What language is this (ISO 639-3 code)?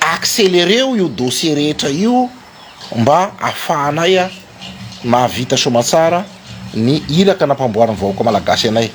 mlg